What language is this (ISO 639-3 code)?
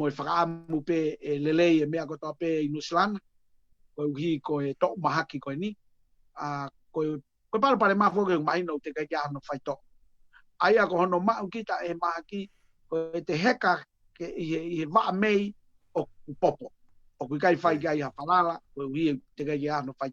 ton